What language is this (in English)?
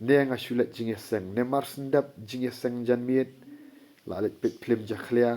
Khasi